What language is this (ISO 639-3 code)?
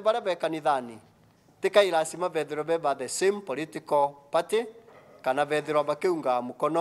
mer